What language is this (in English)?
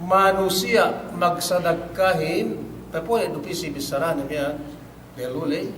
Yakan